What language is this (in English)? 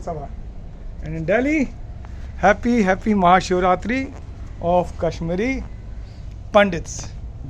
Kashmiri